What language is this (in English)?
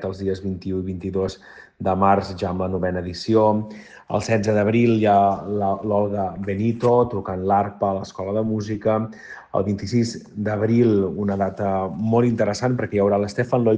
Catalan